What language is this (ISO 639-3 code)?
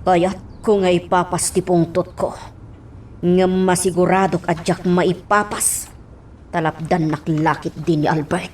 ilo